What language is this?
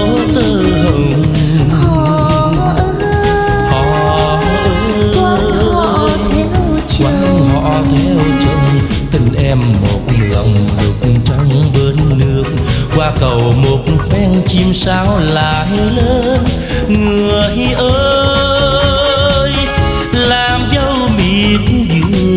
Vietnamese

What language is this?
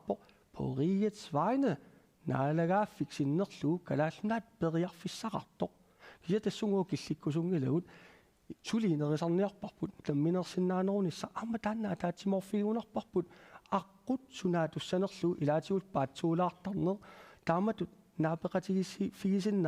Kalaallisut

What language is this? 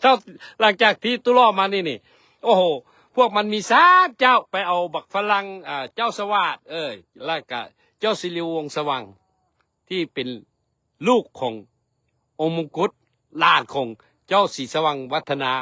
Lao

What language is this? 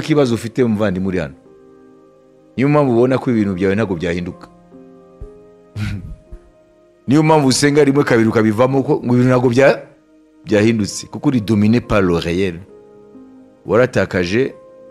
Kinyarwanda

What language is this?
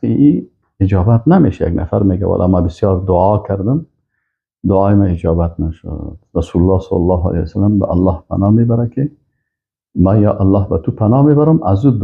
Persian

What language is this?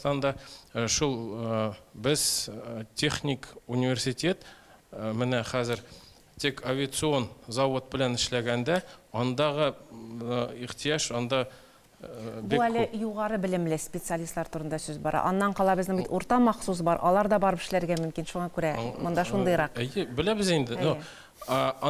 Tatar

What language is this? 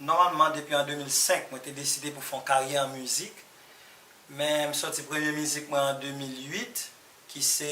Haitian Creole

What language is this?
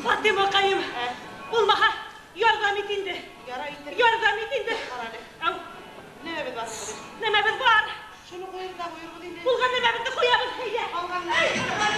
Bashkir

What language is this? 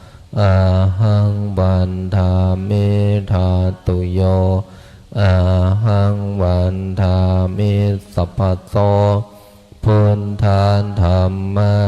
Pali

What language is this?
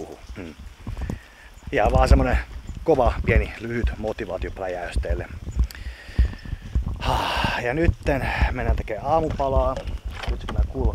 Finnish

